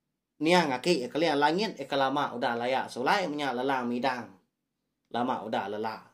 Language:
Iban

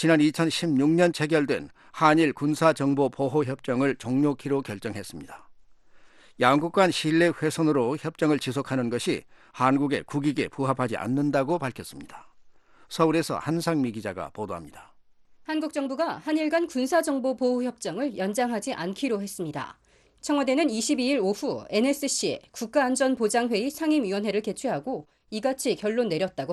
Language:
Korean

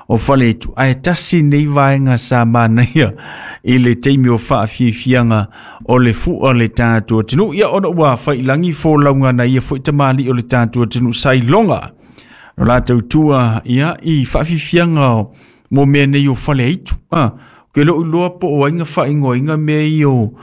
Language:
Samoan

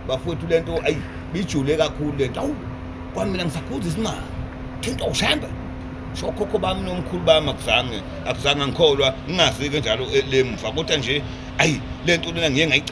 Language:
Zulu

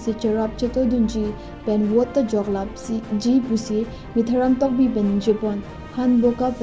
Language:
Karbi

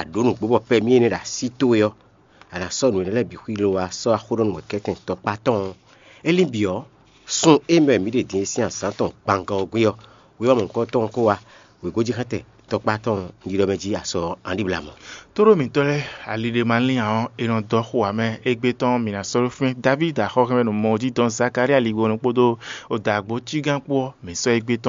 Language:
Fon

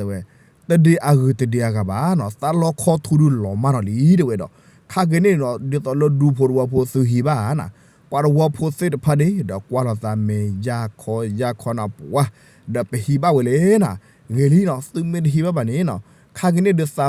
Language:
S'gaw Karen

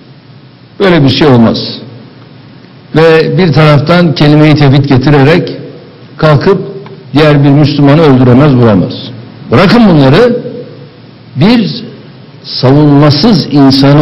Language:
Turkish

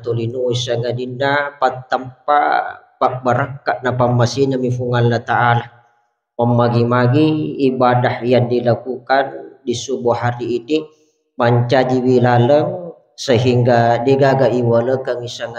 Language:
Buginese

